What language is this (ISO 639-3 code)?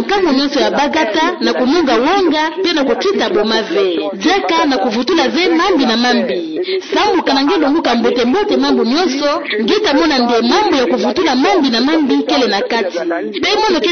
ktu